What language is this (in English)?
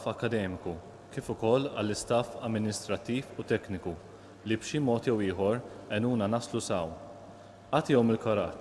Maltese